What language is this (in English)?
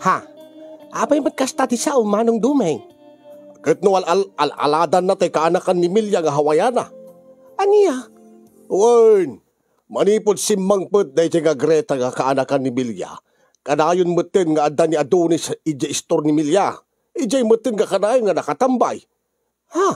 Iloko